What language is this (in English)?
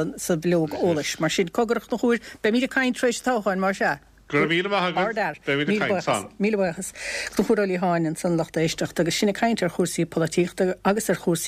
Irish